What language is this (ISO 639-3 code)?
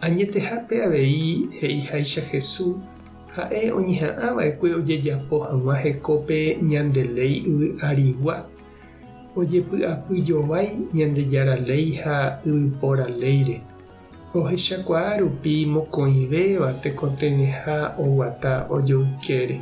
grn